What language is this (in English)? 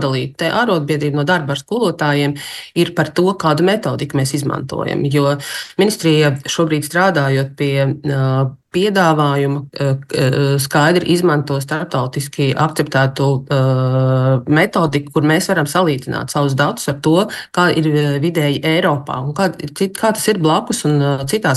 Latvian